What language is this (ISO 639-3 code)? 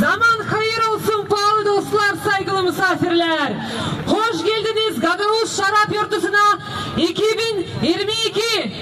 gag